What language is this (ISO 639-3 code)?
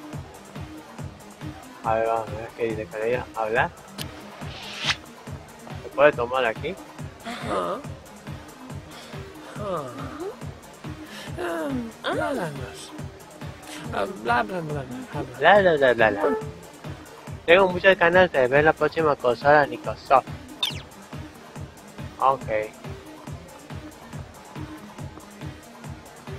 spa